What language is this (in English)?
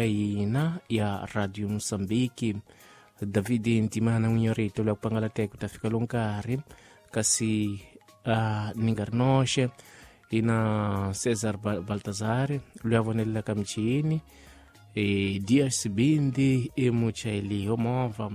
Tsonga